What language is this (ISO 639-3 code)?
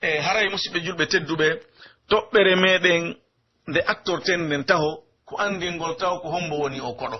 fuf